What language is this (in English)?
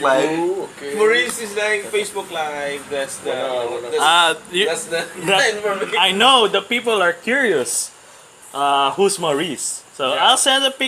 Hiligaynon